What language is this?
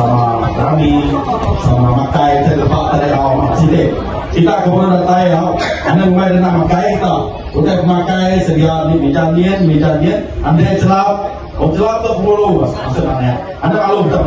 Iban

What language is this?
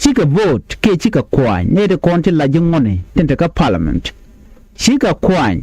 Nuer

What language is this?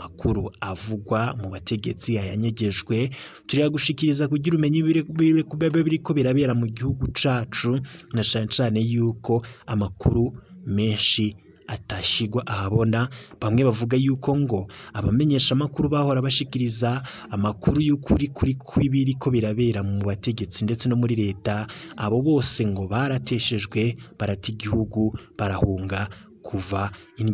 Rundi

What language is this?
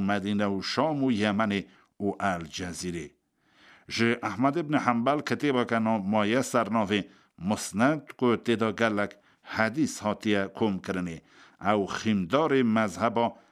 Kurdish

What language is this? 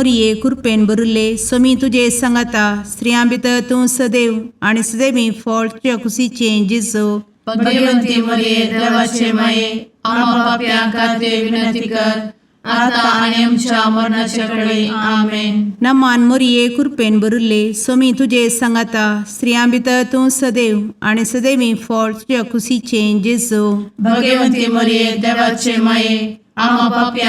Konkani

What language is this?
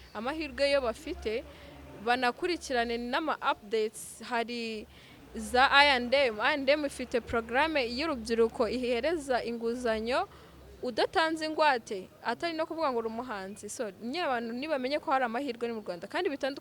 Kinyarwanda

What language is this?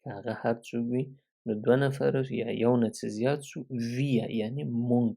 Pashto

